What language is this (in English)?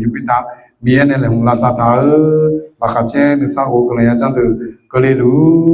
Akha